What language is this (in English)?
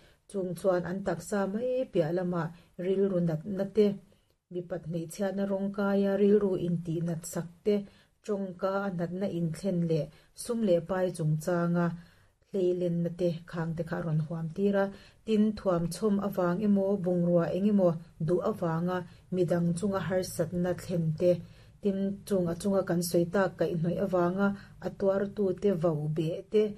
Mizo